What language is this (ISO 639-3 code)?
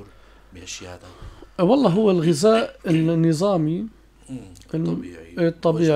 apc